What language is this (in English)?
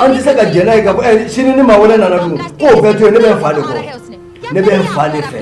Bambara